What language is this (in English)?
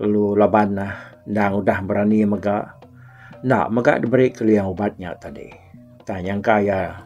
Iban